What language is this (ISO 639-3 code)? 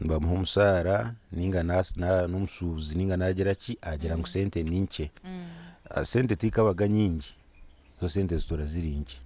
nyn